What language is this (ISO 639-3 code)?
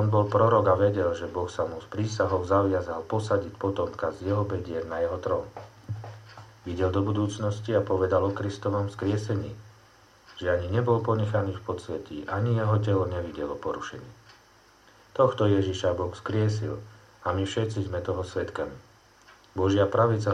slk